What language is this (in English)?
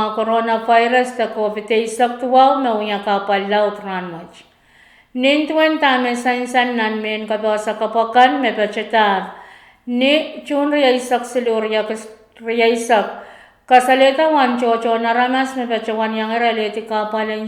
Pohnpeian